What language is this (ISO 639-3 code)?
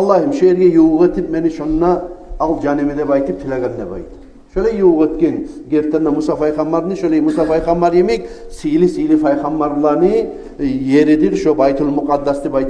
kum